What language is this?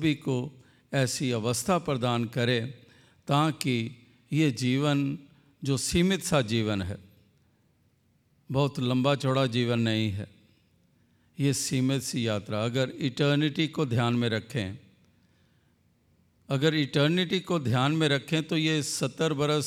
Hindi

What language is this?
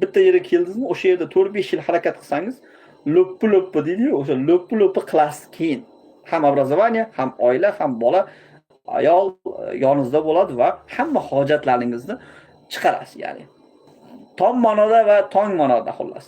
Uzbek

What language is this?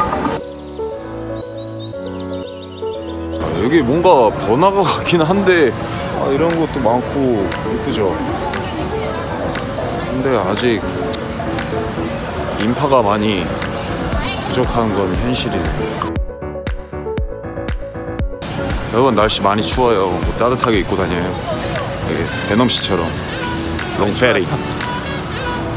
Korean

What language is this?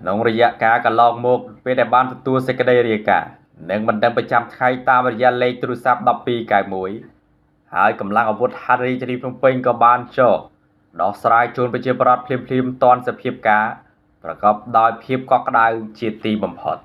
Khmer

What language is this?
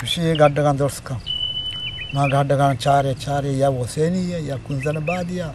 Eastern Balochi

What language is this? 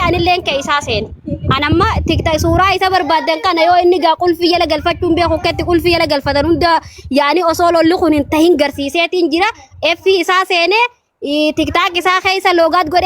Oromo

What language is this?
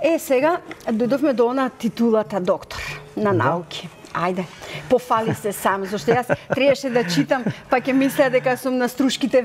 Macedonian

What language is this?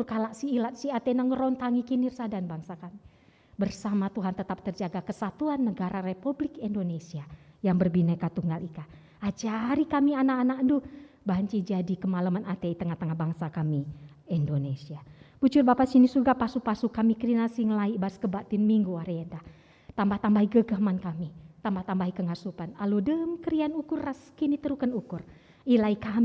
Batak Karo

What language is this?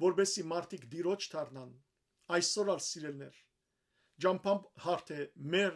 Western Armenian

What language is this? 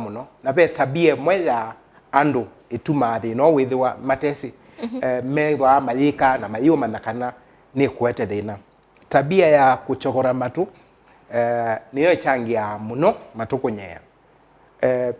Kamba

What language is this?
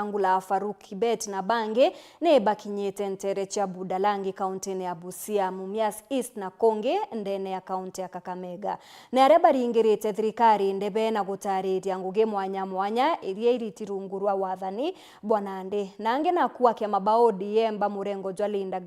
Meru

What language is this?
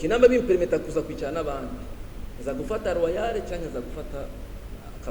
Rundi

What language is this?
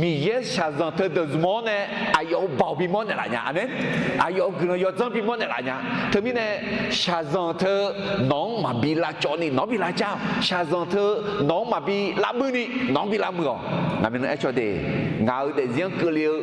Akha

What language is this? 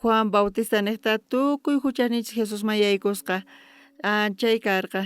South Bolivian Quechua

